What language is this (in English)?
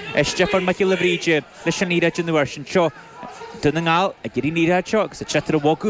Irish